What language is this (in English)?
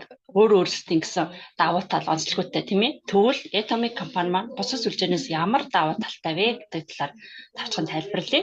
Mongolian